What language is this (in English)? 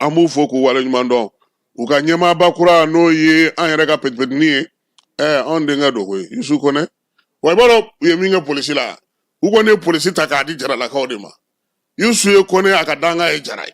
Bambara